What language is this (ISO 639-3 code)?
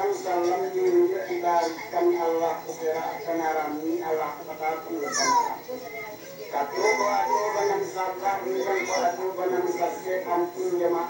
min